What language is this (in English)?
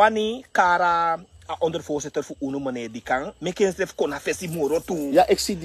Sranan Tongo